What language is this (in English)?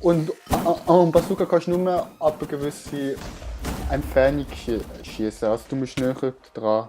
Swiss German